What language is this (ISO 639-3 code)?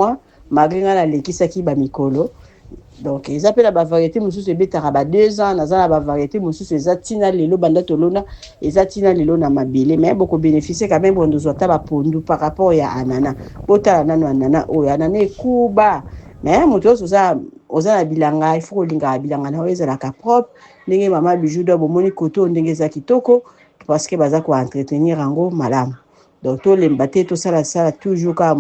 lin